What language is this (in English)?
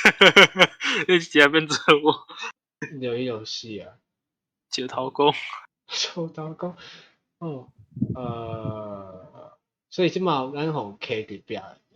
Min Nan Chinese